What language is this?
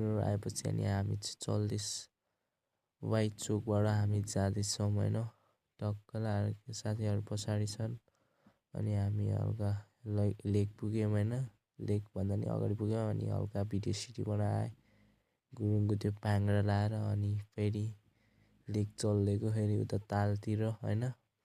Nepali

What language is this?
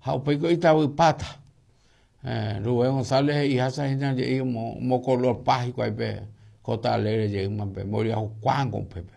Guarani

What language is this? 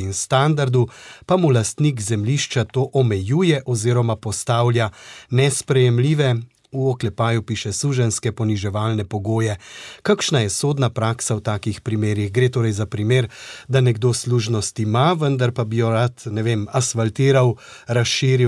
Slovenian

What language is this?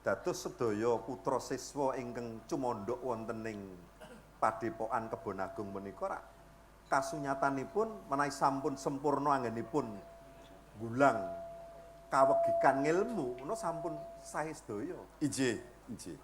Javanese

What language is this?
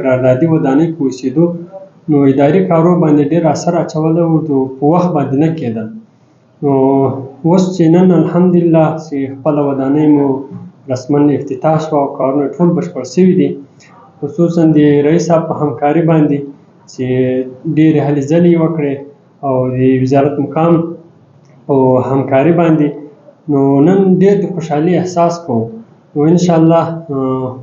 Pashto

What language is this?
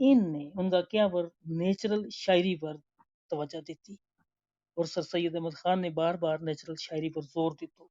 Gujari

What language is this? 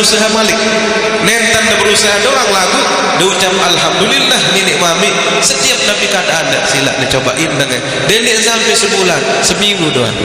Sasak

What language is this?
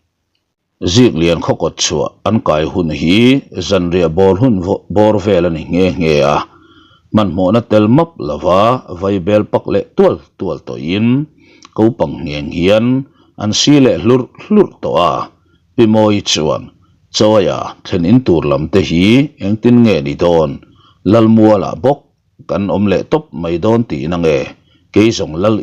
Mizo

